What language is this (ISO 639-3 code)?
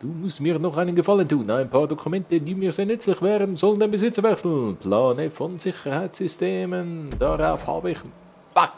gsw